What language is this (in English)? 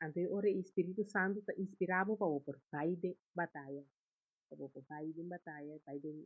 Papiamento